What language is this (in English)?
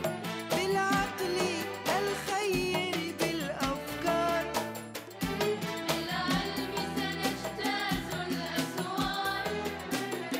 Arabic